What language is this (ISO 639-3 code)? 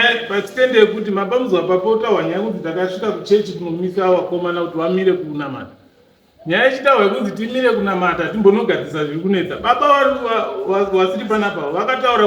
sna